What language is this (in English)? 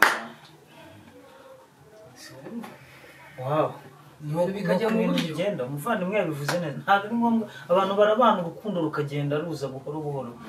Kinyarwanda